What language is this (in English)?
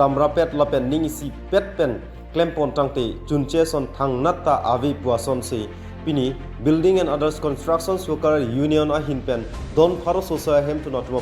Karbi